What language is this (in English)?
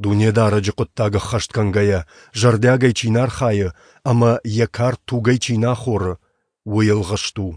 Ossetic